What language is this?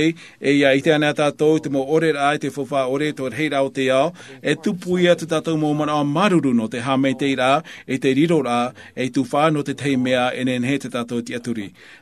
Tahitian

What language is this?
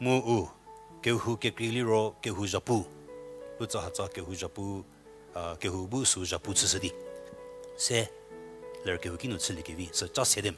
Angami Naga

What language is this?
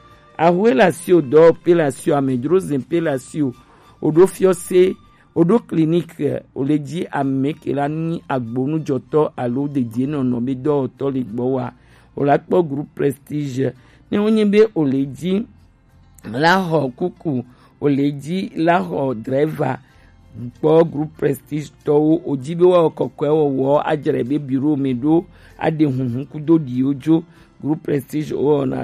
Gen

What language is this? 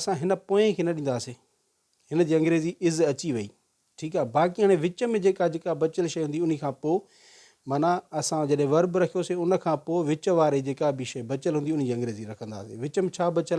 Sindhi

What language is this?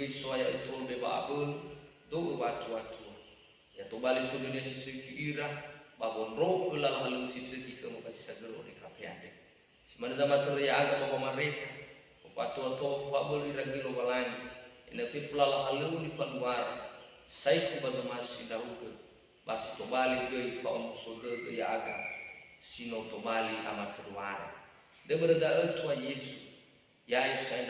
Nias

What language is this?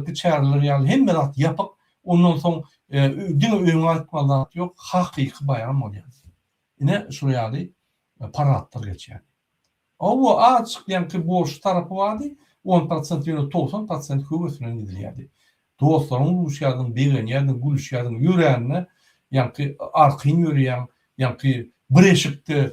Turkmen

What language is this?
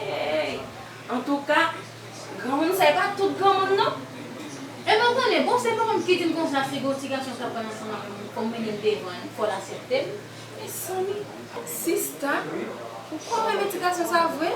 Haitian Creole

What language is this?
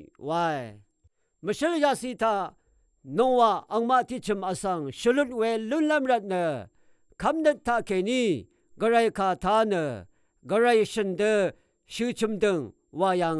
Rawang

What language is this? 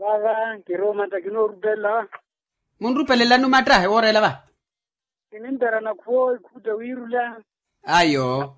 Makhuwa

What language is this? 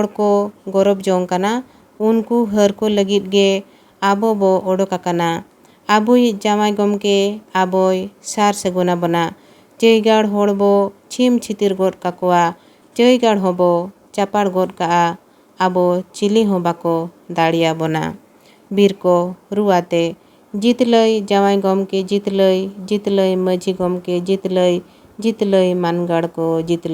Santali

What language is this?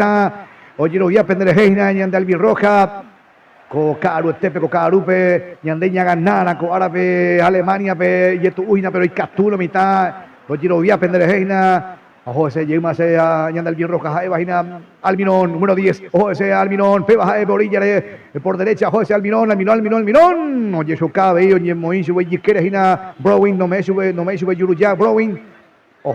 Guarani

